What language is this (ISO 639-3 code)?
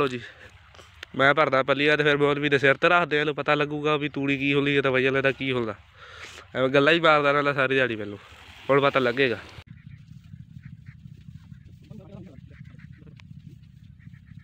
pan